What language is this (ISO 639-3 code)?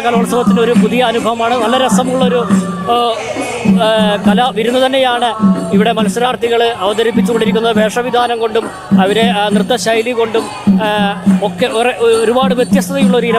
mal